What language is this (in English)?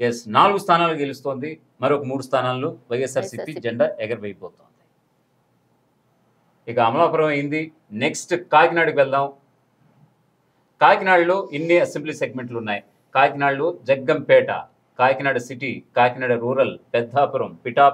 Telugu